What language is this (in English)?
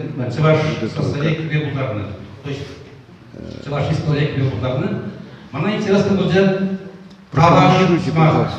Chuvash